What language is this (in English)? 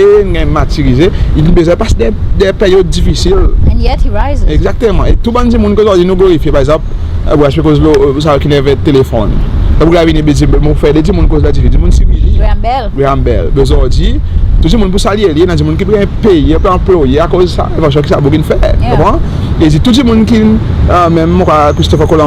Seselwa Creole French